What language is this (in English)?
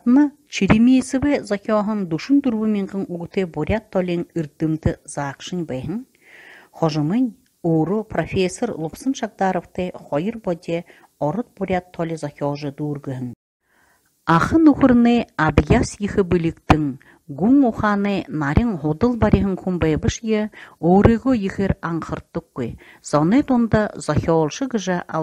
Buriat